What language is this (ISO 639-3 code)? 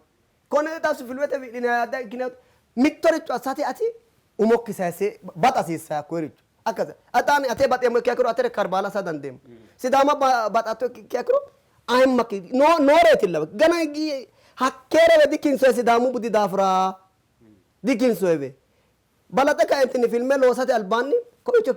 sid